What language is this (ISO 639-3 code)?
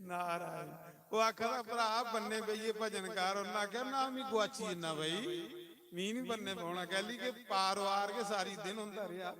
doi